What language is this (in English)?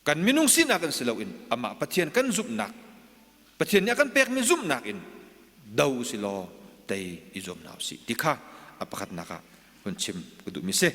Hakha Chin